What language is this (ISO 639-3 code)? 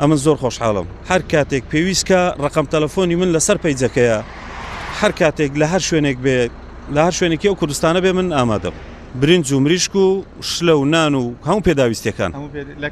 ckb